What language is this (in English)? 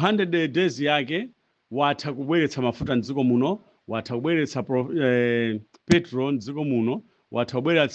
Nyanja